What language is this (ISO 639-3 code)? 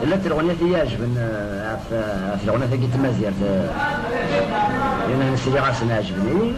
kab